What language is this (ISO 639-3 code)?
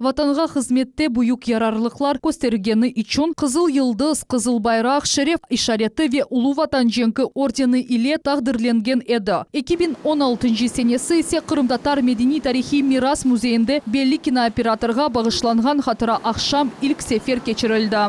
crh